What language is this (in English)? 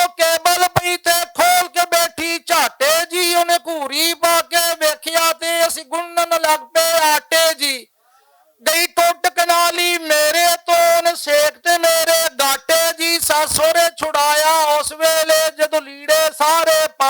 Western Panjabi